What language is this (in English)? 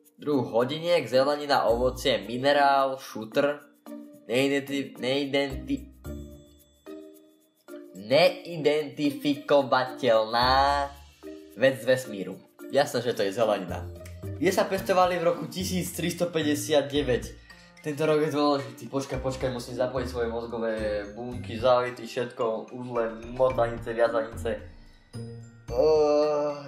Slovak